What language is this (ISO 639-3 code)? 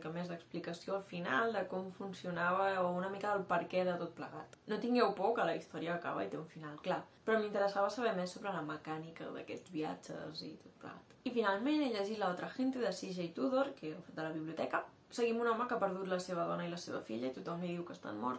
cat